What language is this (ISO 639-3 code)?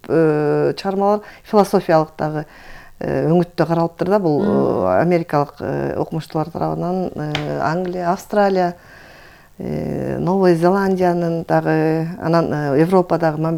kir